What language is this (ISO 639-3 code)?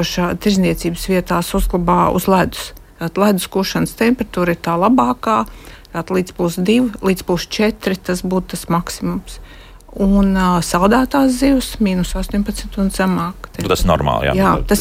lav